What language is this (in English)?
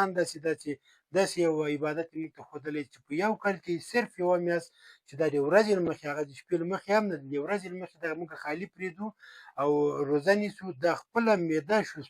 Pashto